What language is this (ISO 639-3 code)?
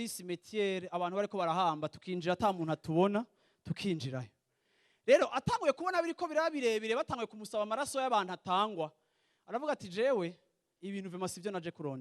run